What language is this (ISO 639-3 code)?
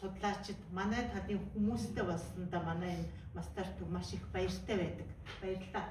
mon